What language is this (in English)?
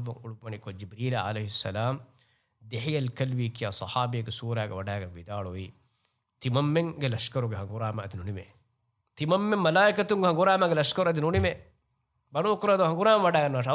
Divehi